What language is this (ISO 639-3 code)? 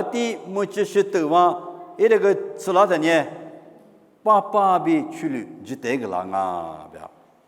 lis